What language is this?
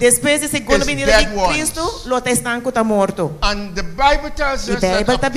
Papiamento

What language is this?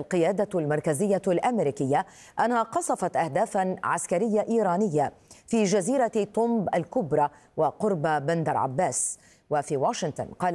Arabic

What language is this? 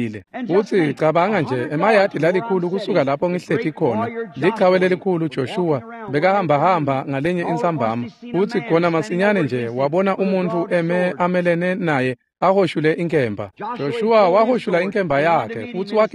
Swati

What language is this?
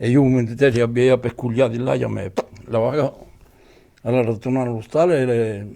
Occitan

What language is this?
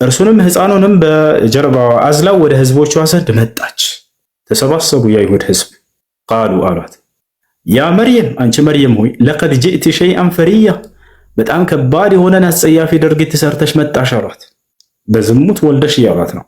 Amharic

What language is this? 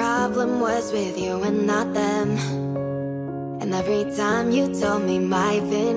English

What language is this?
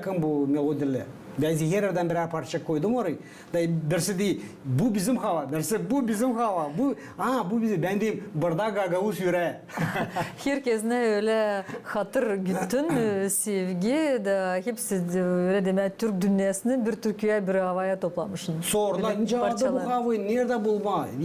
Gagauz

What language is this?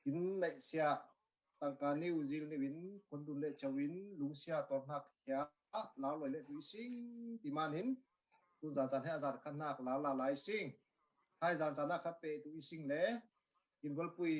Falam Chin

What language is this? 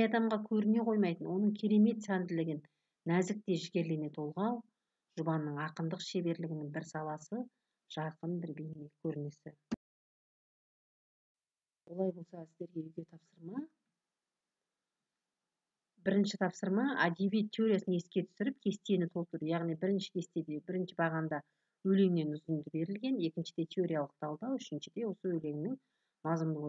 Kazakh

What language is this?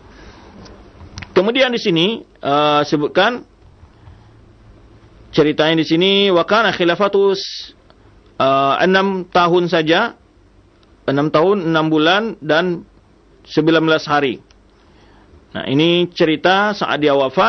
Indonesian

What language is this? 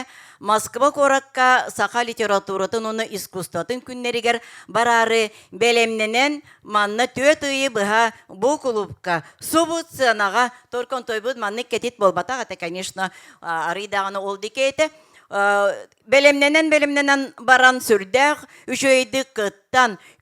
Yakut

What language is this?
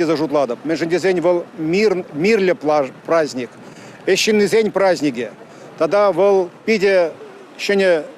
Chuvash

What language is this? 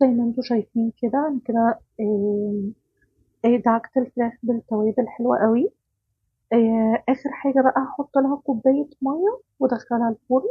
Egyptian Arabic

